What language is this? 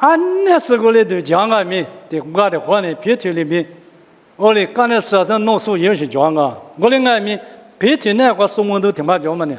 Lisu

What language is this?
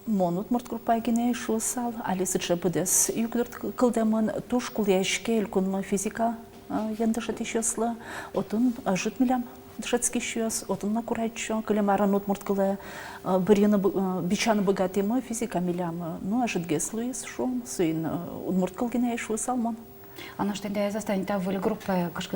Udmurt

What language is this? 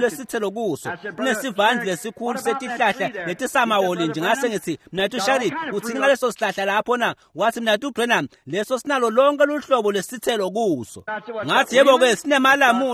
Swati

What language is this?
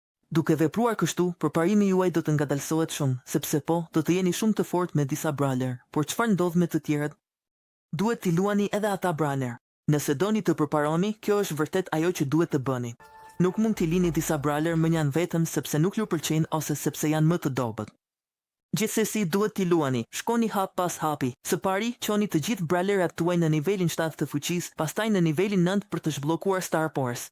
Albanian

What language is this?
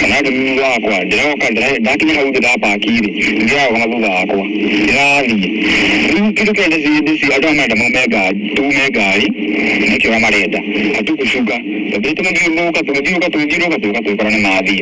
Kikuyu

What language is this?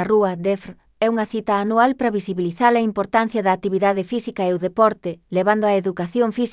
Galician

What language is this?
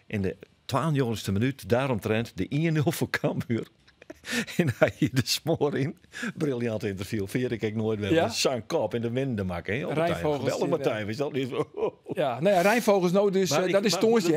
Western Frisian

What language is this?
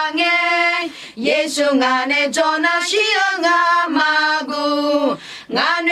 Akha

